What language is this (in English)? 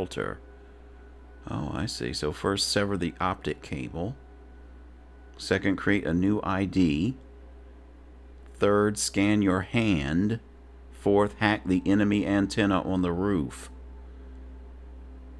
English